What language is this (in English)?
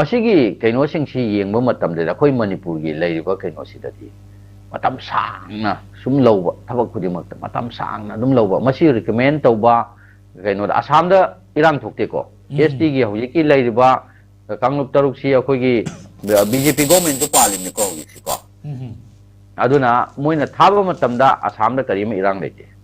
Manipuri